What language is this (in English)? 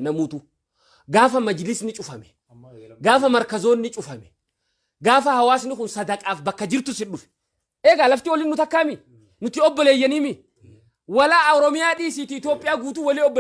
Oromo